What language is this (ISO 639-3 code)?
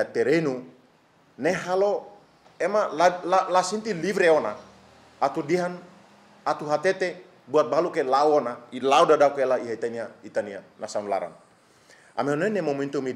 tet